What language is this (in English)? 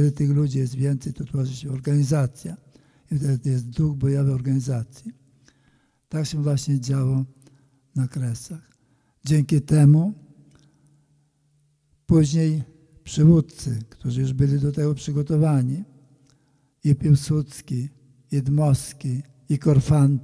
Polish